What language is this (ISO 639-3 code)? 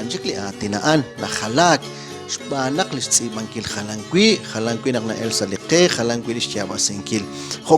kek